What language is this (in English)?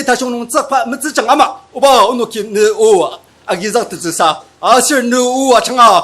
Ao Naga